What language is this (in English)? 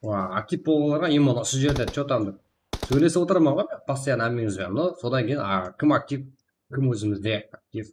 Kara-Kalpak